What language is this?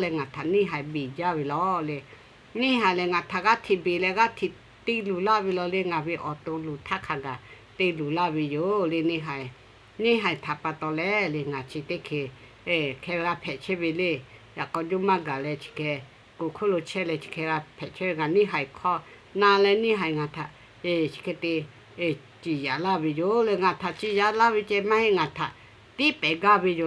Lahu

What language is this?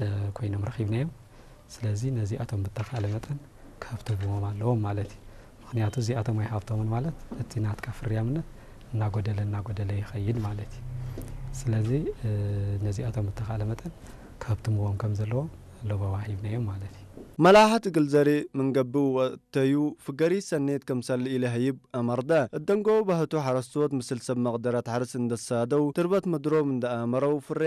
Tigrinya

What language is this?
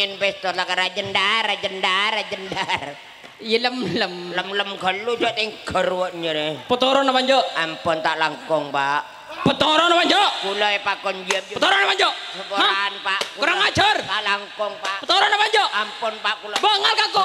Madurese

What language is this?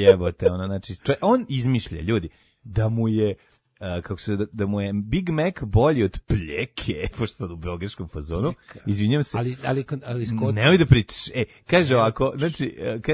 Serbian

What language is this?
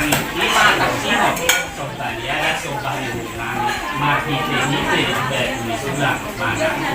Batak Toba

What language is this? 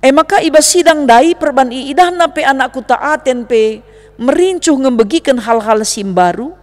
Batak Karo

